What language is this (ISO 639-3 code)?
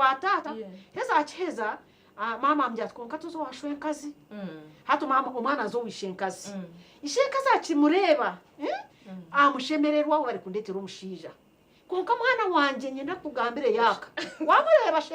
nyn